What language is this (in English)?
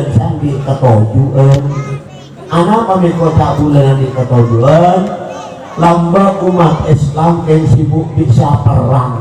Madurese